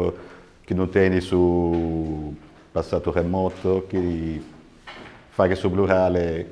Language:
Sardinian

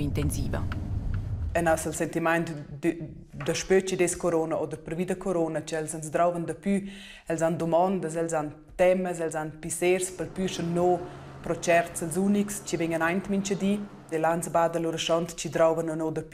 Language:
Romansh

